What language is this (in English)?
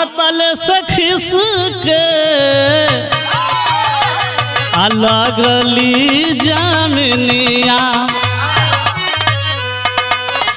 Bhojpuri